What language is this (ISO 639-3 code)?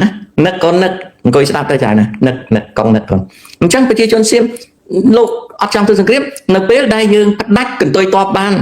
khm